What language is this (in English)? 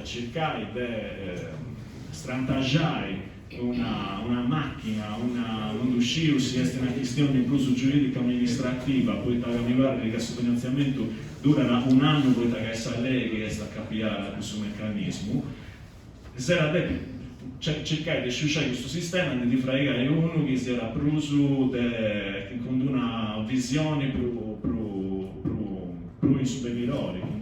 Sardinian